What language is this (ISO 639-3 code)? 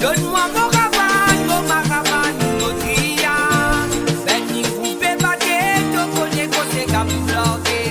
mfe